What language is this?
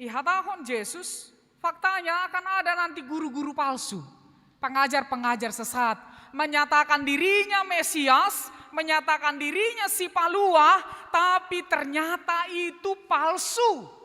Batak Simalungun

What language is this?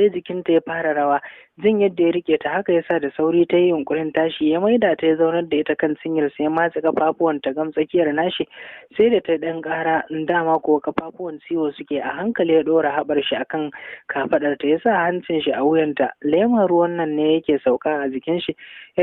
Hausa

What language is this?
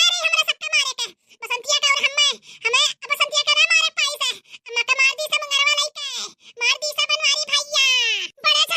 Bhojpuri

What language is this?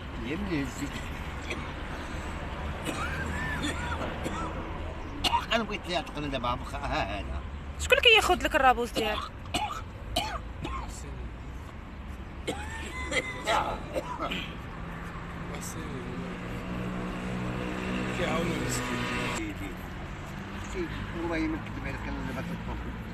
Moroccan Arabic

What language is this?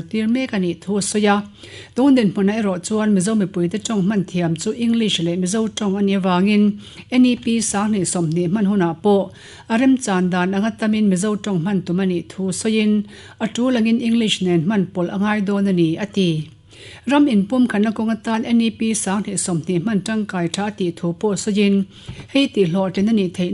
Mizo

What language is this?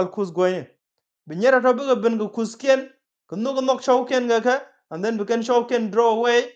Nuer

